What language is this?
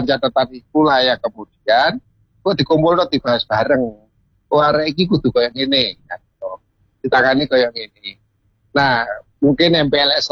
Javanese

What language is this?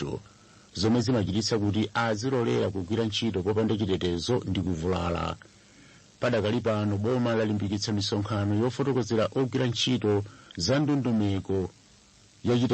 Nyanja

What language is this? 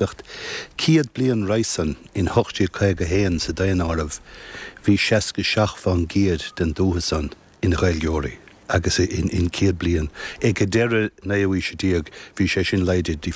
Irish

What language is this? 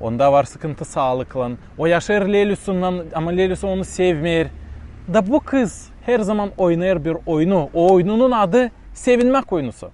Gagauz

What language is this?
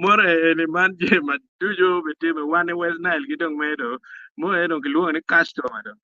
Acoli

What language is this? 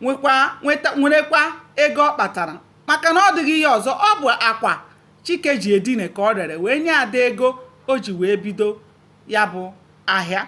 Igbo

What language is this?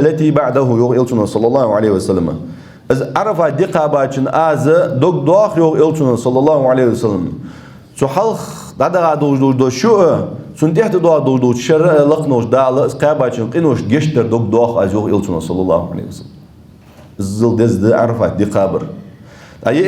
Ingush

